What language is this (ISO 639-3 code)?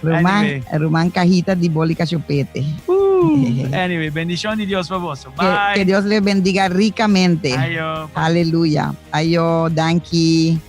pap